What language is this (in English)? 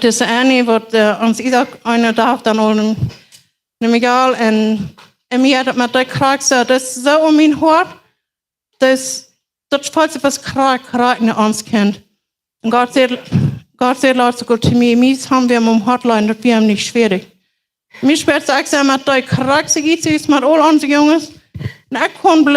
Plautdietsch